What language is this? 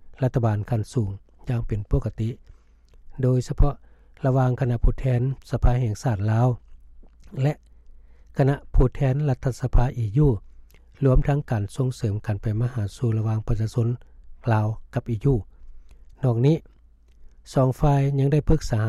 Lao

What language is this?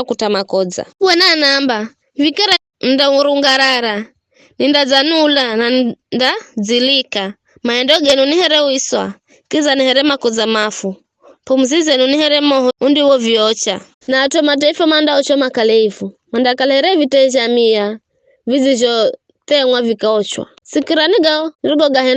Giryama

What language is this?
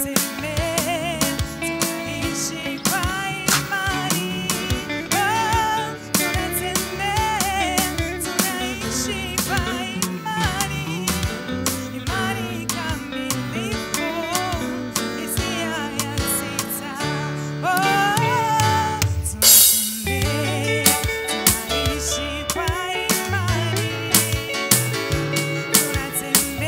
Swahili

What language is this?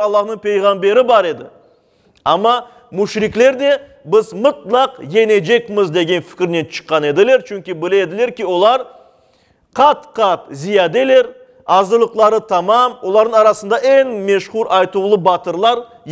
Crimean Tatar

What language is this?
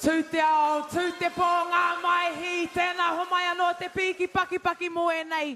Māori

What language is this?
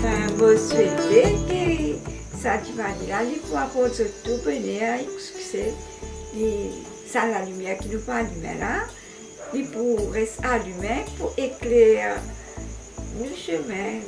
Morisyen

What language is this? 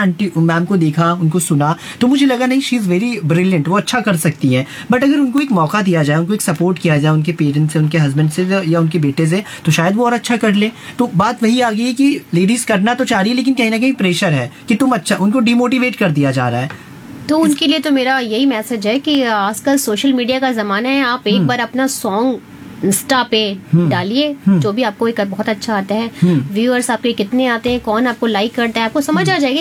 Hindi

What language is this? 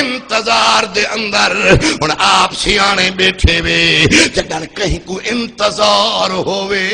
Saraiki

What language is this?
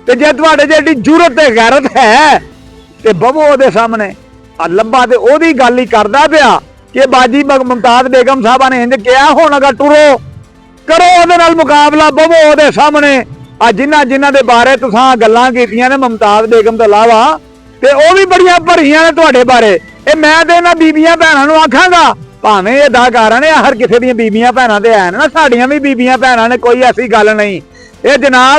Western Panjabi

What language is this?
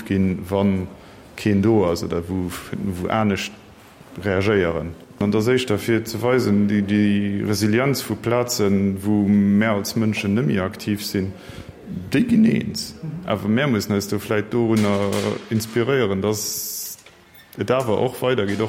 Luxembourgish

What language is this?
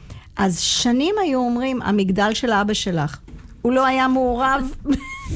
Hebrew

